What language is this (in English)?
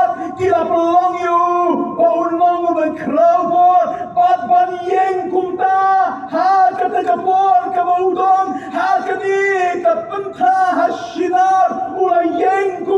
Khasi